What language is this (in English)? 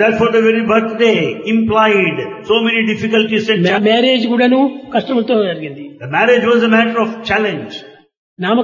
Telugu